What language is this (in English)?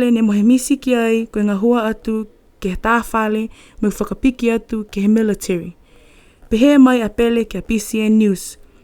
Niuean